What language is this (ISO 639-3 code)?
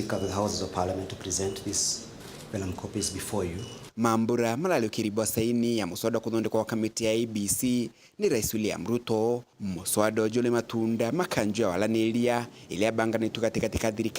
mer